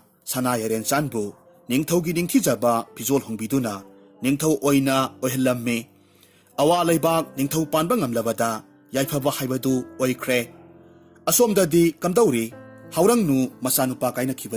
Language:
Manipuri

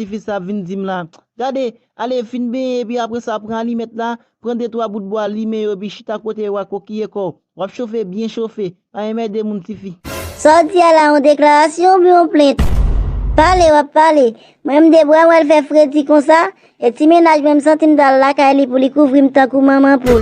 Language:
Haitian Creole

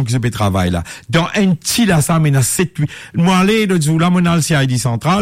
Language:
Morisyen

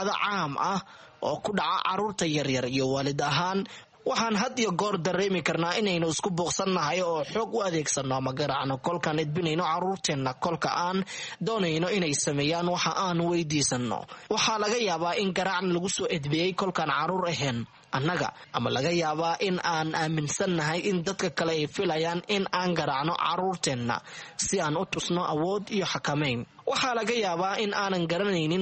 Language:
Somali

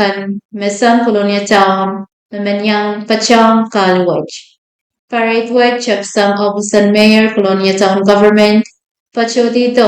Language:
Pohnpeian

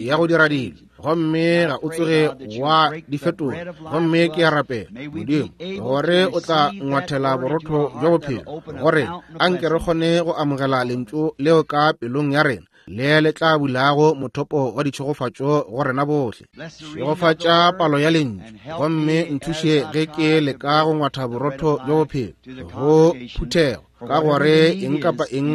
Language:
Northern Sotho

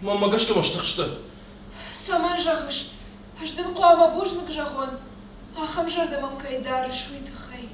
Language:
Ossetic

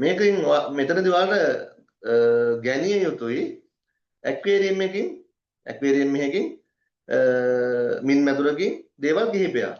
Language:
Sinhala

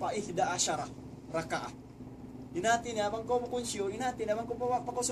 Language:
Tausug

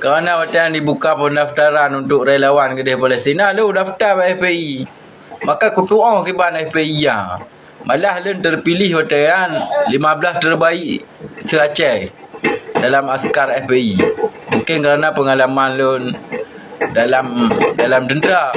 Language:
Achinese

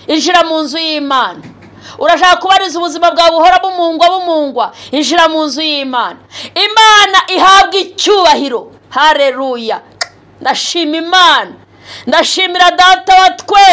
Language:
Kinyarwanda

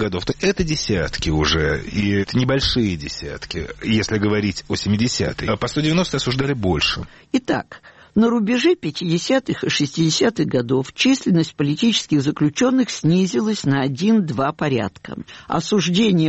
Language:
Russian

